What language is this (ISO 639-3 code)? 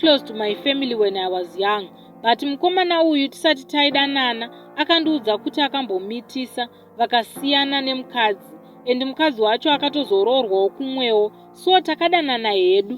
sna